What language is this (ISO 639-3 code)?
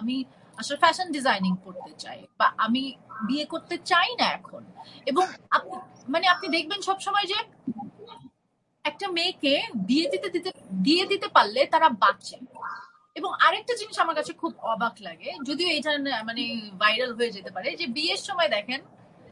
ben